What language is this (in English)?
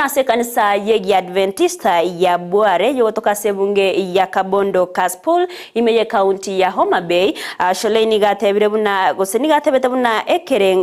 Gusii